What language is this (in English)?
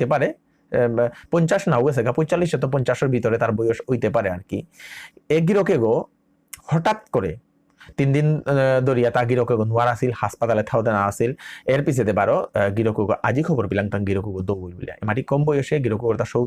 Bishnupriya